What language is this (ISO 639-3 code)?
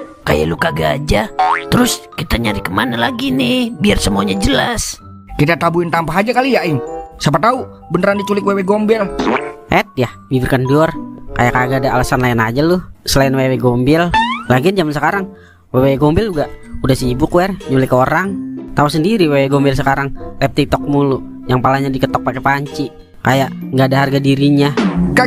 bew